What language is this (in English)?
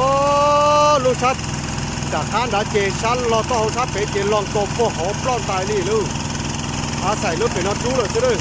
Hmong